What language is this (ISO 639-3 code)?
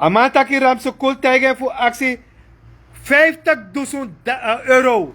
srn